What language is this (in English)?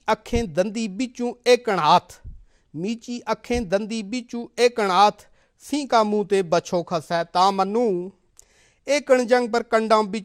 Gujari